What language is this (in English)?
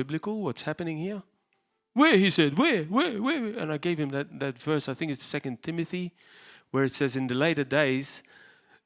English